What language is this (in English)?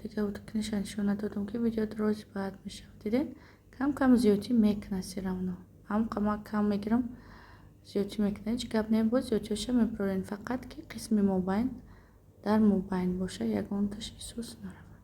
Tajik